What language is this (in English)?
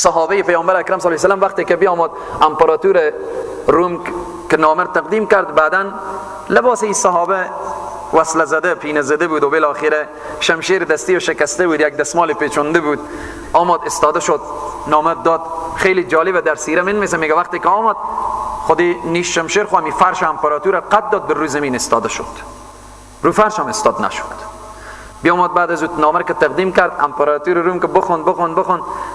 Persian